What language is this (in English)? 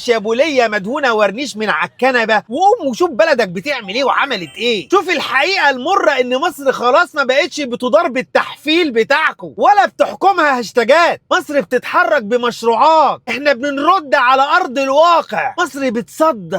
Egyptian Arabic